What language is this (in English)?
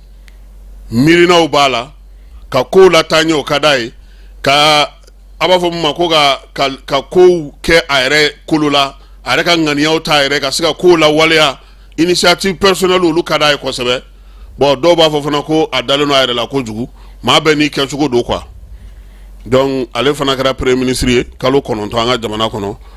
Bambara